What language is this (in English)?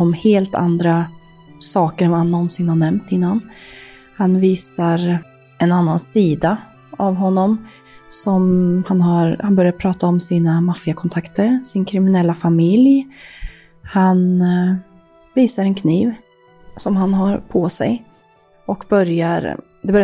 Swedish